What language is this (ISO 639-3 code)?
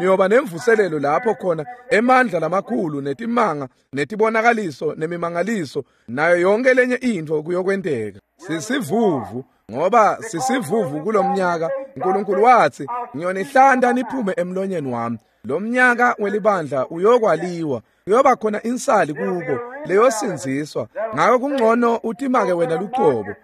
ssw